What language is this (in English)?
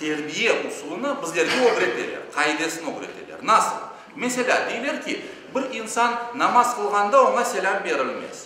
Crimean Tatar